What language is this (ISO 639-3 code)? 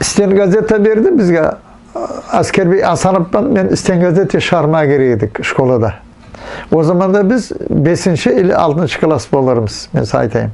nog